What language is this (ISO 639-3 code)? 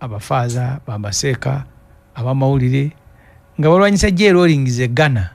lug